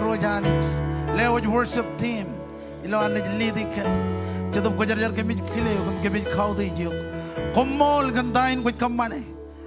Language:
Marshallese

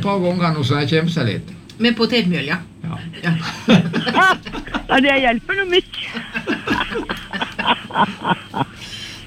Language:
Norwegian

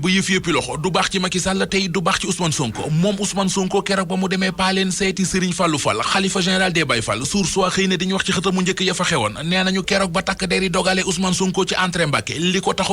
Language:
Wolof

